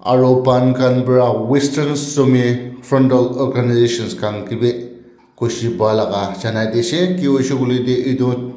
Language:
Naga Pidgin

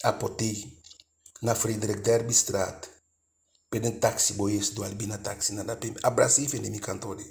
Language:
Eastern Maroon Creole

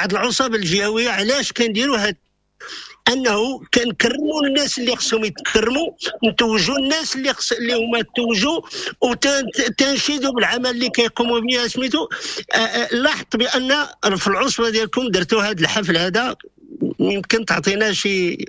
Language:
Moroccan Arabic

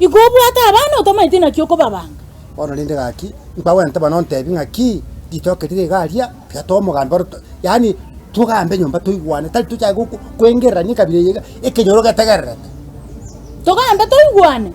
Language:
Gusii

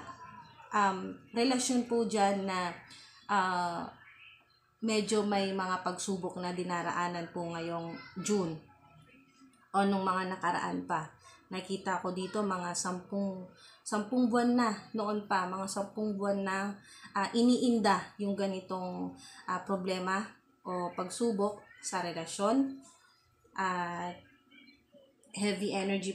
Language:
Filipino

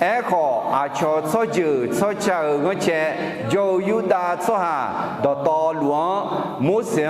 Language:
Akha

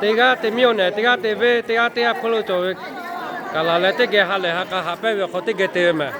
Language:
Lahu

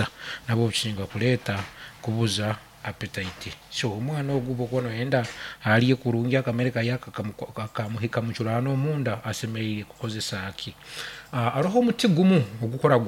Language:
Nyankole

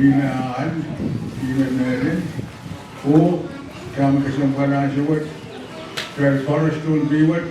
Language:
Pohnpeian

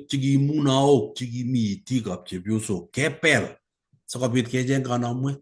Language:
Kalenjin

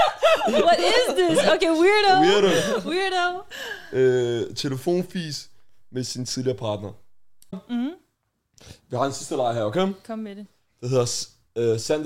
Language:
Danish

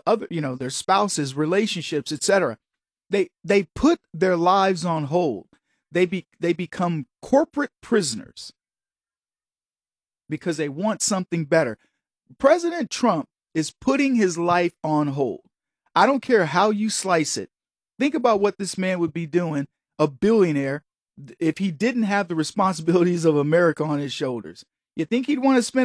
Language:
English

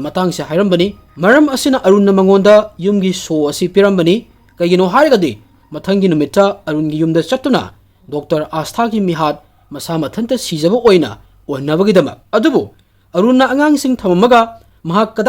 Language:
Manipuri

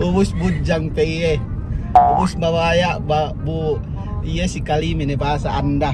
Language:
Yakan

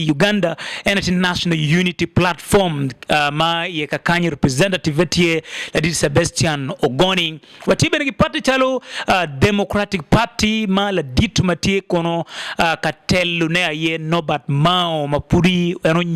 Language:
Acoli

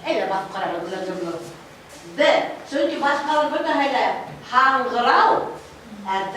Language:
Bashkir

